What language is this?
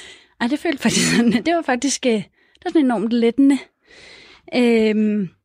Danish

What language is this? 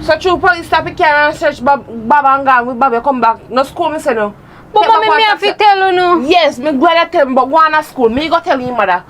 Jamaican Creole English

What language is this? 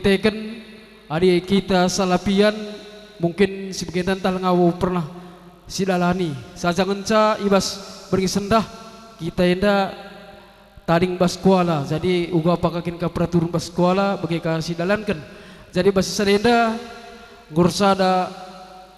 Batak Karo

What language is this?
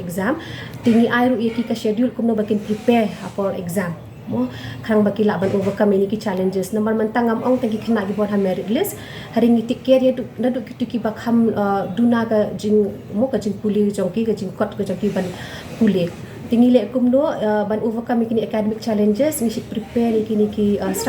Khasi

